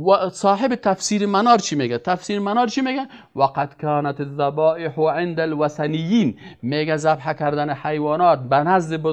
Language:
Persian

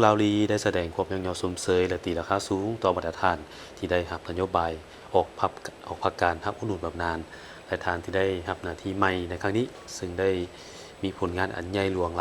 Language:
Lao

